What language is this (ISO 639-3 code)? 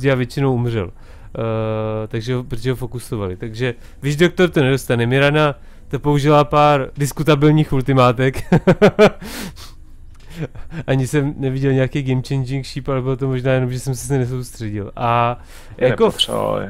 ces